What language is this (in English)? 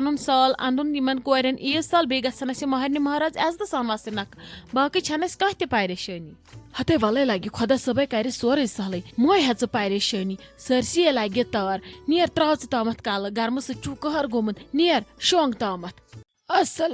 Kashmiri